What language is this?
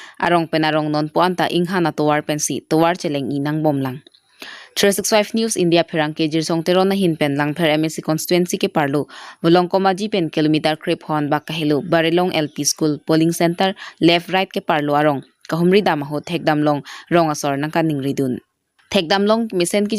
Karbi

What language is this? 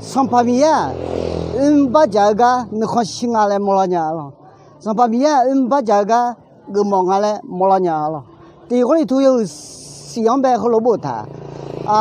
Akha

